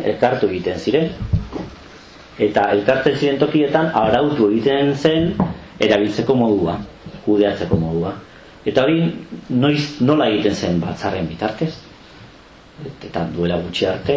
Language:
Basque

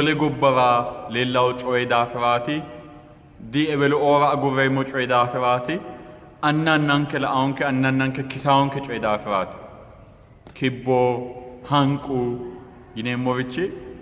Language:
Sidamo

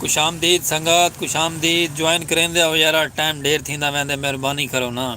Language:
Saraiki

